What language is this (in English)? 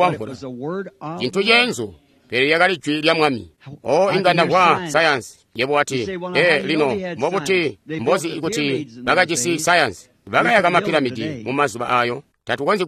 Tonga (Zambia)